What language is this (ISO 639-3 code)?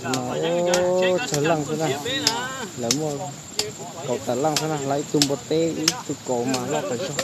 hmn